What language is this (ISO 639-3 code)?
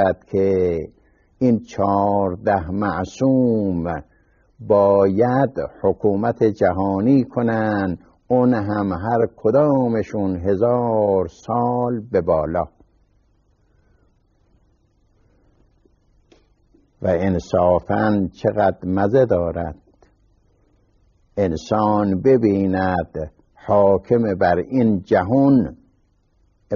fas